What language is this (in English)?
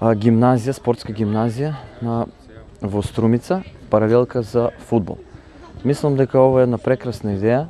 Macedonian